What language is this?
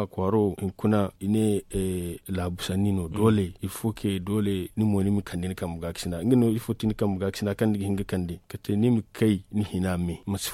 Zarma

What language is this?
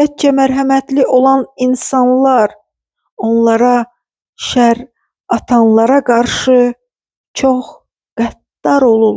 Azerbaijani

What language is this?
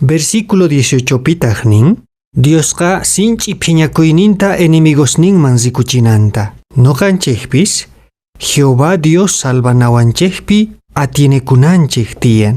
Quechua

